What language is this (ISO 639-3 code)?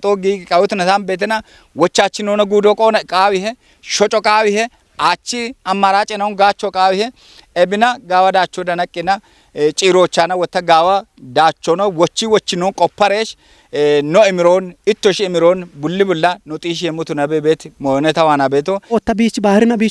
kbr